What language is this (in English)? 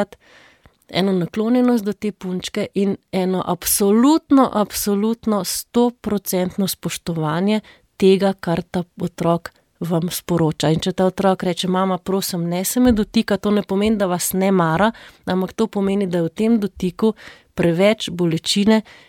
Slovenian